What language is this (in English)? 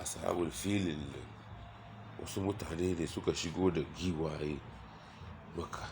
Hausa